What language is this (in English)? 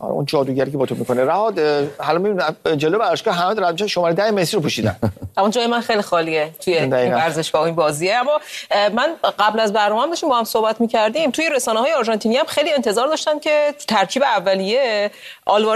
Persian